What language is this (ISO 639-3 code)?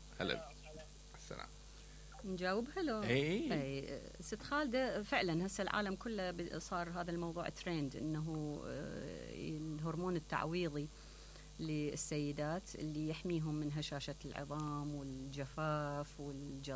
acm